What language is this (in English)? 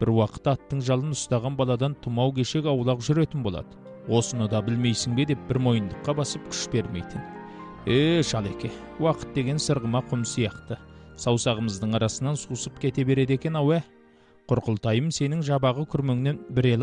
Kazakh